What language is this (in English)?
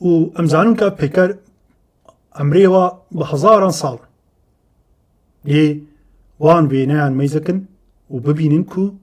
Kurdish